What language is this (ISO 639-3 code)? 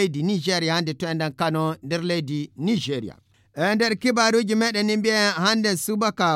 ful